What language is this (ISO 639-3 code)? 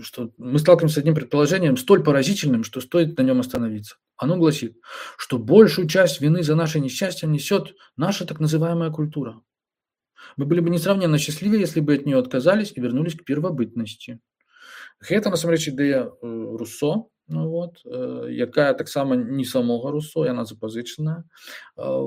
bel